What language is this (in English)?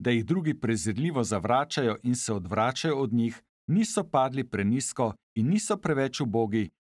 Slovenian